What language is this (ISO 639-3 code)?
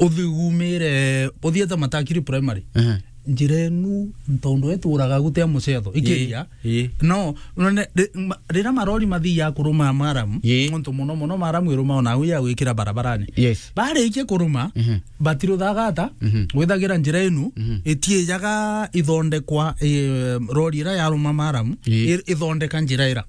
mer